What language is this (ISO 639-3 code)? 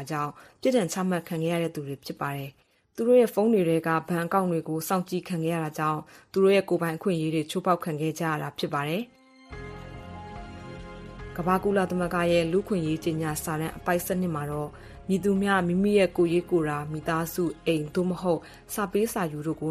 mya